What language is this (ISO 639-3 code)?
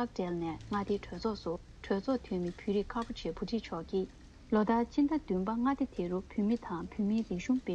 bod